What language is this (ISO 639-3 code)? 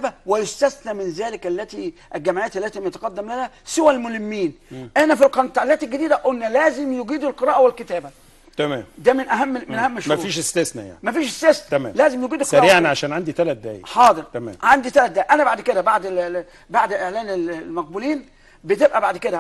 arz